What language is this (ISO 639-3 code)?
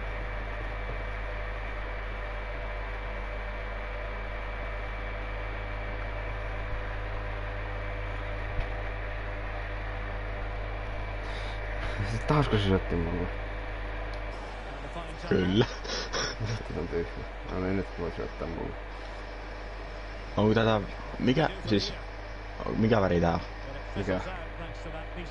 fin